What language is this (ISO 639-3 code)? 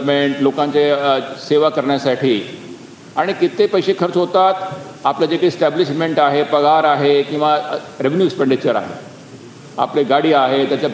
mar